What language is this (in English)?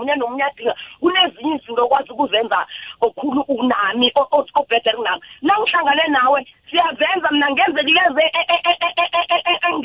South Ndebele